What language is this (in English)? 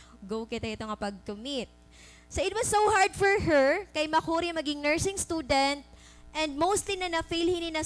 Waray